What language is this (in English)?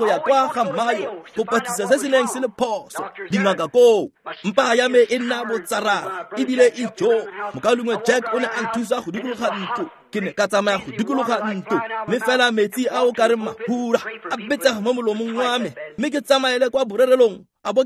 Tswana